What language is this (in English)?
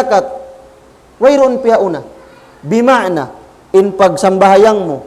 Tausug